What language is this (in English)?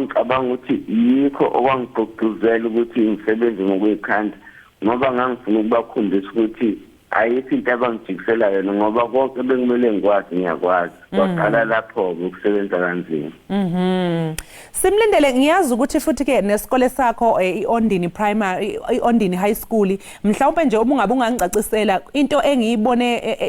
Zulu